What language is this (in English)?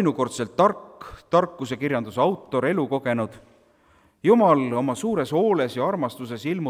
Estonian